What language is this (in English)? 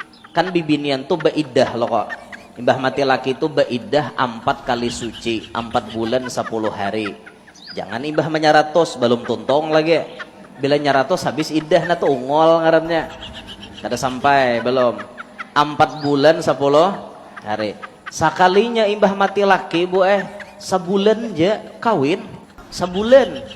Banjar